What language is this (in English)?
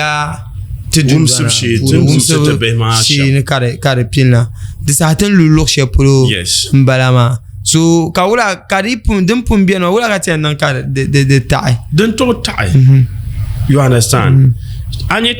Dagbani